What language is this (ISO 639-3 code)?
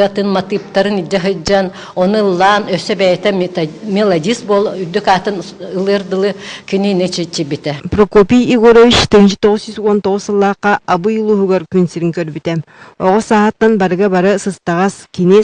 sah